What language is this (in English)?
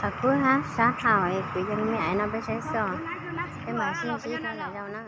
Hmong